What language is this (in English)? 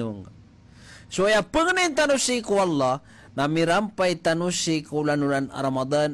Maranao